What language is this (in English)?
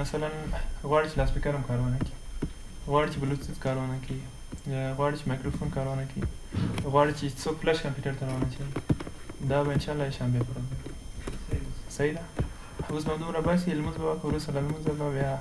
Pashto